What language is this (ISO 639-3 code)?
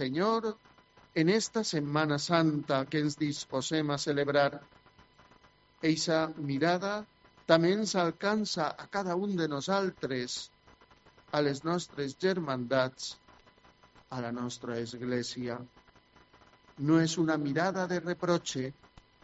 cat